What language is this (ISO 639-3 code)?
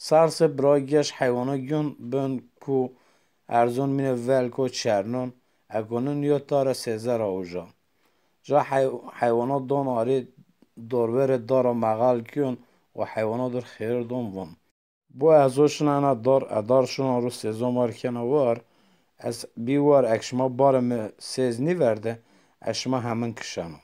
zza